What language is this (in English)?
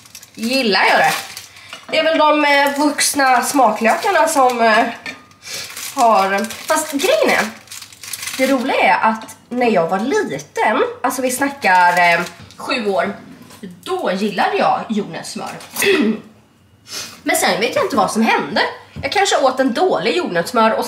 Swedish